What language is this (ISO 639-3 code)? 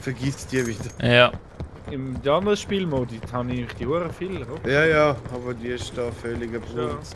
gsw